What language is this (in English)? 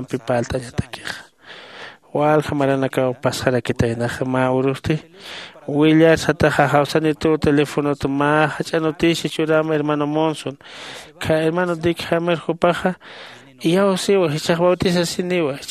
Aymara